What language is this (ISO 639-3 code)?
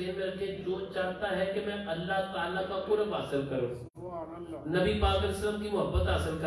urd